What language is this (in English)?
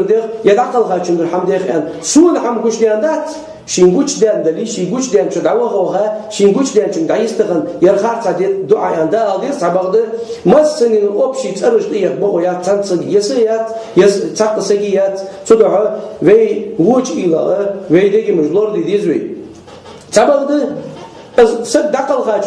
Chechen